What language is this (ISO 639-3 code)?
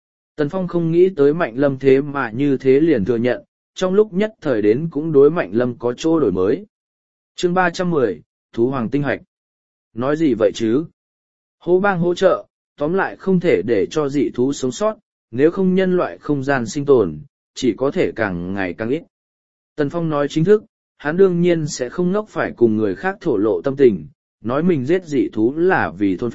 vie